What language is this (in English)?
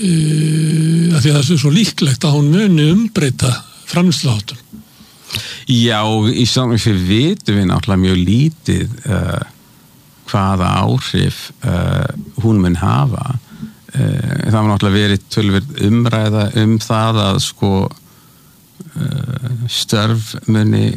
Icelandic